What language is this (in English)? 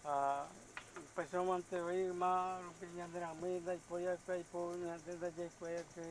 Guarani